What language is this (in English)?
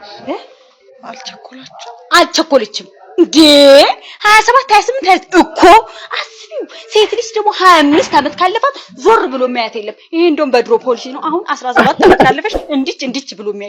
Amharic